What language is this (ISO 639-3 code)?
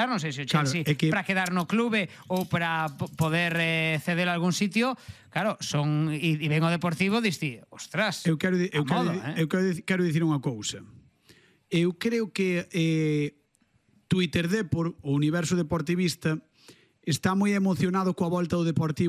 glg